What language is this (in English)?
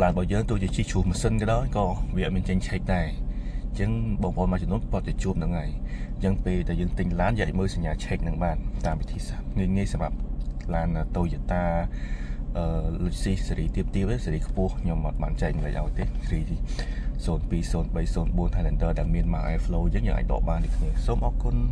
Khmer